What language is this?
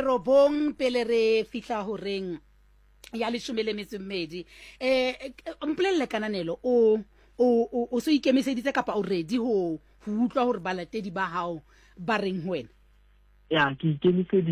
Southern Sotho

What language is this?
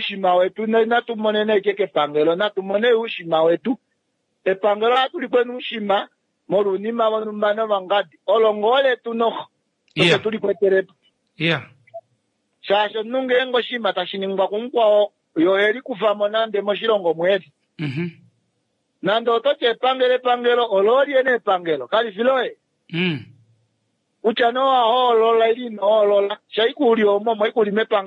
Kuanyama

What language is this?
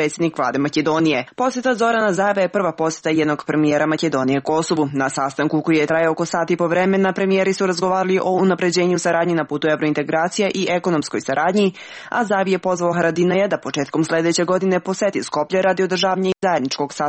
Serbian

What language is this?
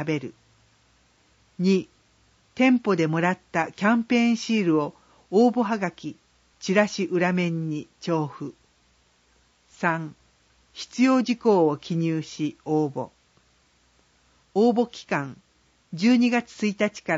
Japanese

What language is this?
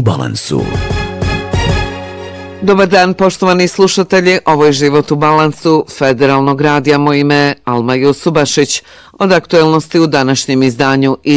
Bosnian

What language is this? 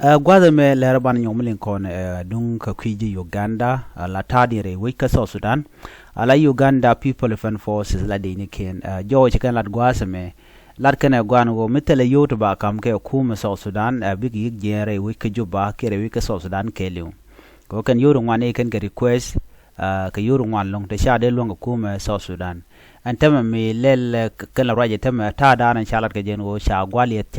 Nuer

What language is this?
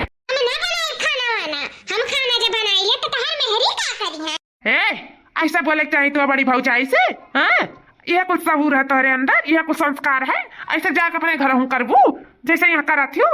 Awadhi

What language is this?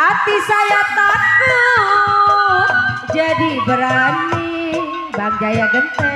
Betawi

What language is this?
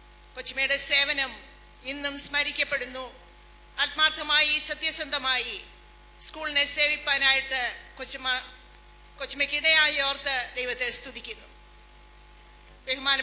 Malayalam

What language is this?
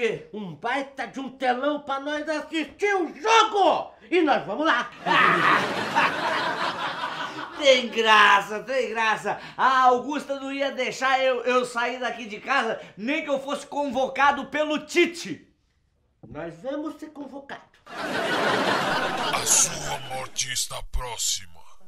Portuguese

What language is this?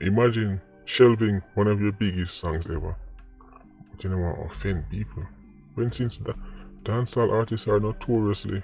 Jamaican Creole English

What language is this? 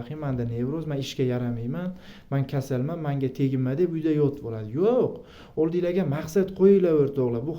Uzbek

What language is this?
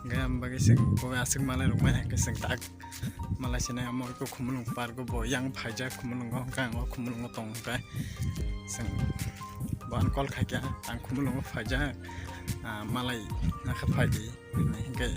Kok Borok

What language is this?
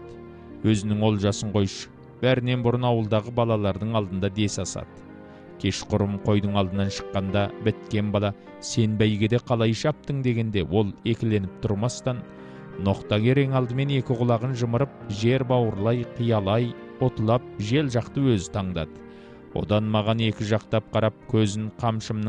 Kazakh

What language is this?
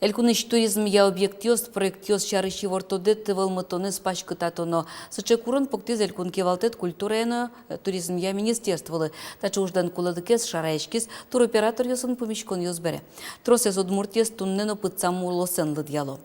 Udmurt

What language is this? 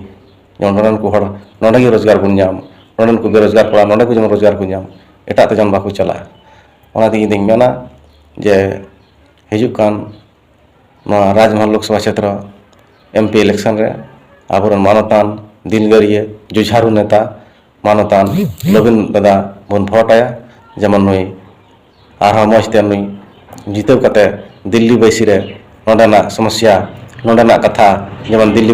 Santali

